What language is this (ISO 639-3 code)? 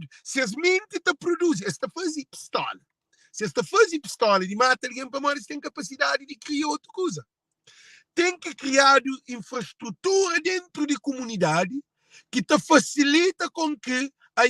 kea